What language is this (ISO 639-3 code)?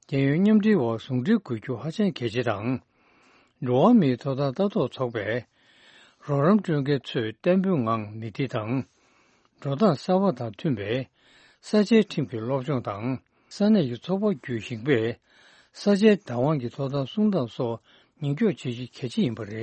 bod